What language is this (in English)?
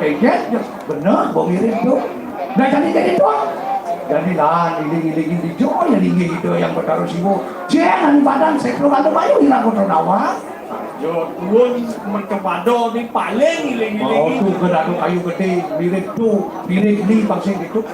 Balinese